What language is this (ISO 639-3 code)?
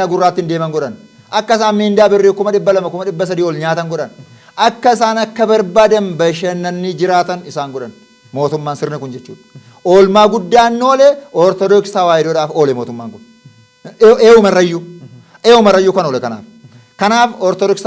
orm